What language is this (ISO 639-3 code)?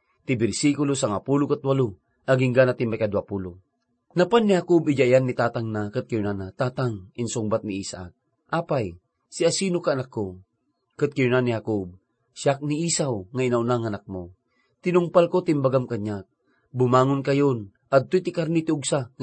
ilo